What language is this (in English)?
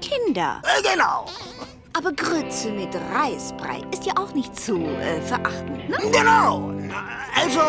Swiss German